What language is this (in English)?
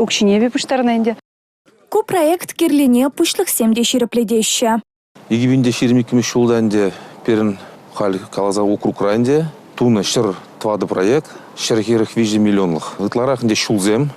Chuvash